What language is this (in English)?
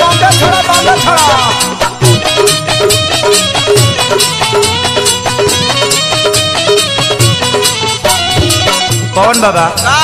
Bhojpuri